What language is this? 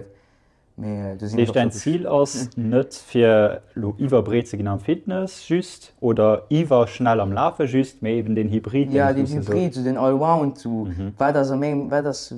Luxembourgish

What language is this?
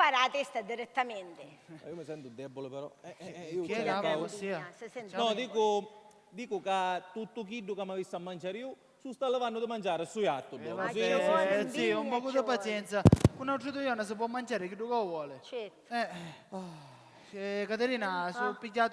Sicilian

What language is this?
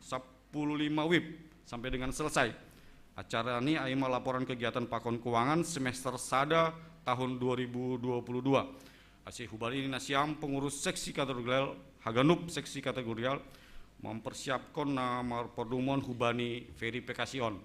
Batak Simalungun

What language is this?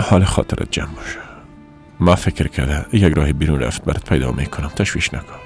Persian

